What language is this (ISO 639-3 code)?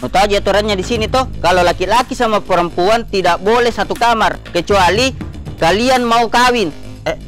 mfp